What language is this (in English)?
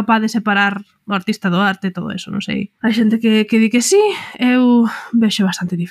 Galician